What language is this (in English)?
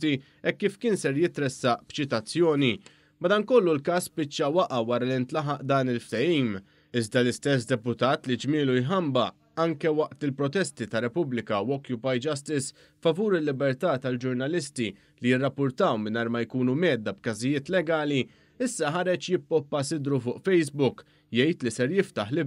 Maltese